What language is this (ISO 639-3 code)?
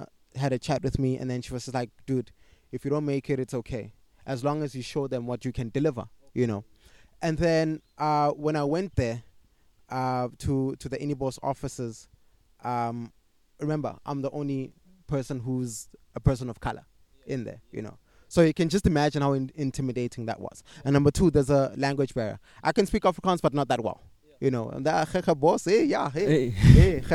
eng